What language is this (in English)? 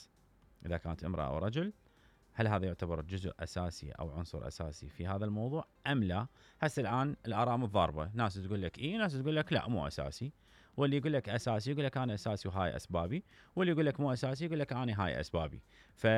Mesopotamian Arabic